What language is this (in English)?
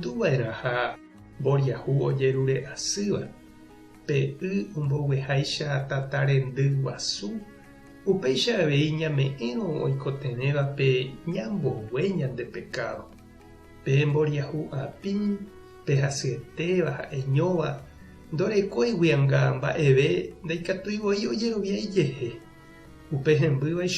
Guarani